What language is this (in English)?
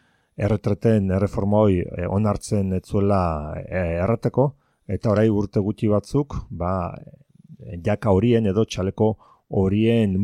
Basque